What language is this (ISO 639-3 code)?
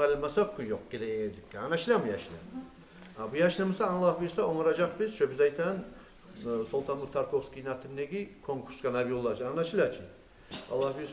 kum